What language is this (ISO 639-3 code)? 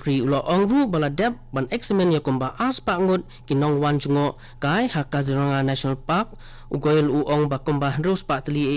kha